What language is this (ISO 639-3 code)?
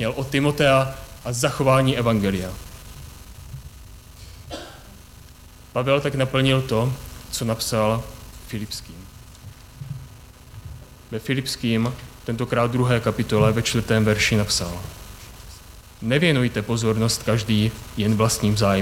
ces